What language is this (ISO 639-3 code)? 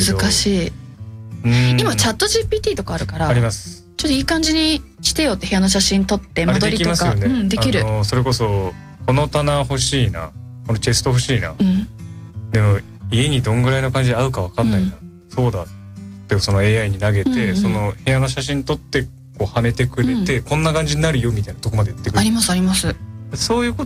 jpn